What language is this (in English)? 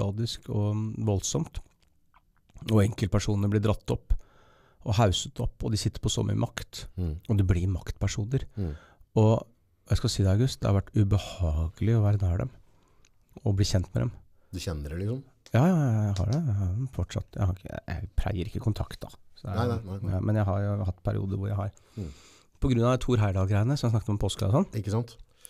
Norwegian